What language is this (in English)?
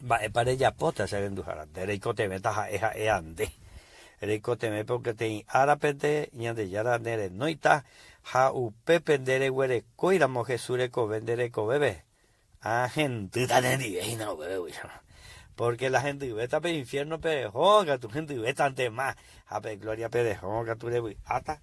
Guarani